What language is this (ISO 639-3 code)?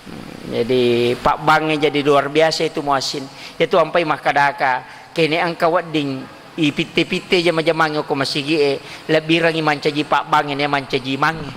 bug